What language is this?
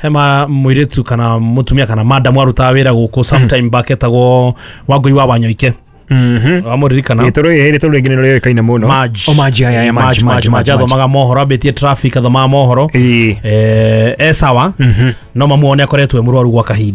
Kikuyu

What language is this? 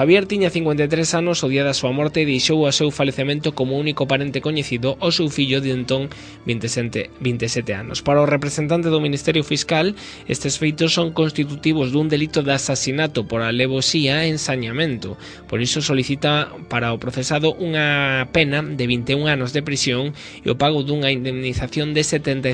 Galician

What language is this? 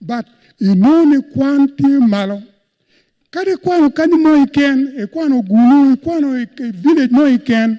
Acoli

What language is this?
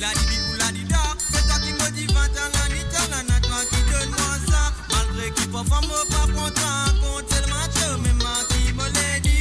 Morisyen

